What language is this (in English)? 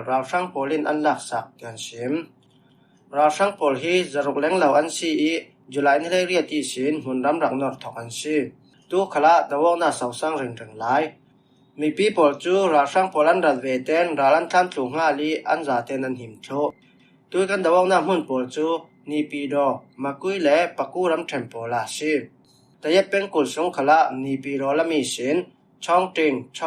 Falam Chin